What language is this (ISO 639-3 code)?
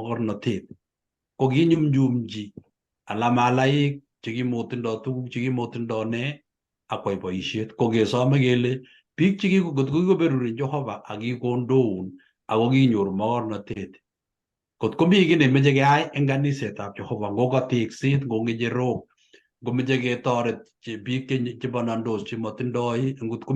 kln